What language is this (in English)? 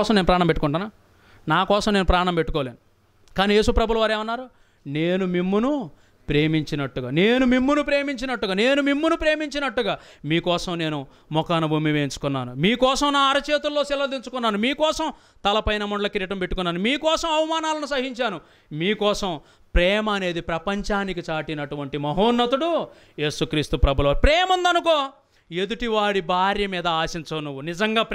Telugu